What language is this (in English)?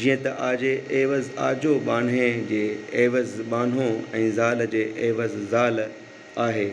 Sindhi